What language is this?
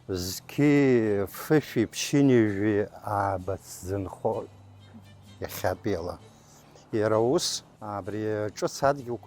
Abkhazian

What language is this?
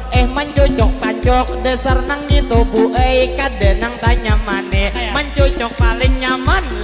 Banjar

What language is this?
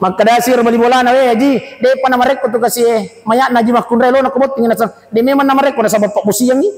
Buginese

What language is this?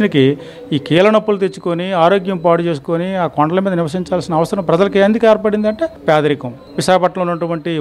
Telugu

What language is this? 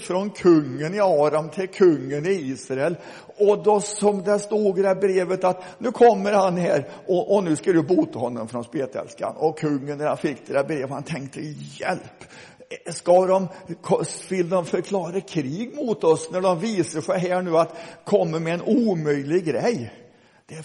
Swedish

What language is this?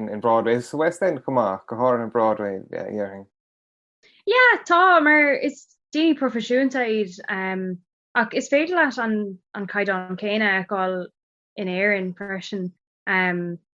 Irish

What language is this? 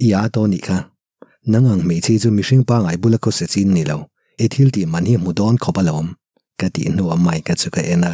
Mizo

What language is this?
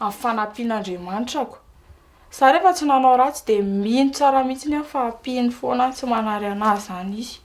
Malagasy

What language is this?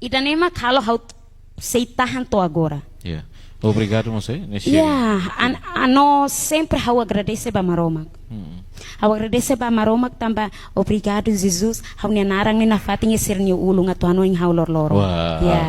Tetum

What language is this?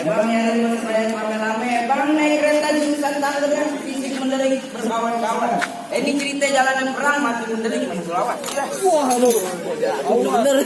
Betawi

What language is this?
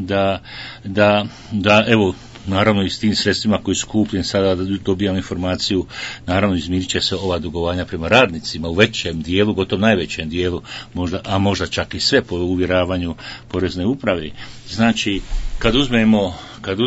Bosnian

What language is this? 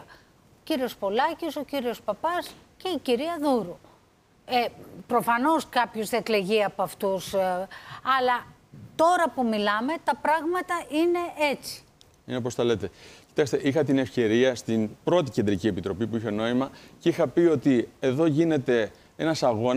Greek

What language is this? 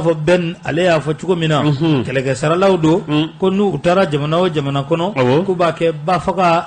Bambara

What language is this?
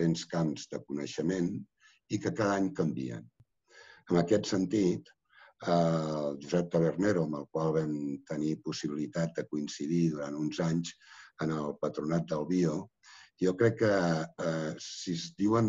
Catalan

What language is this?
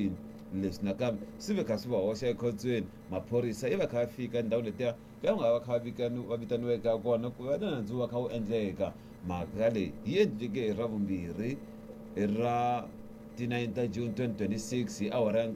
Tsonga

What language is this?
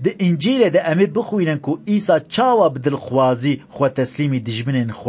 Kurdish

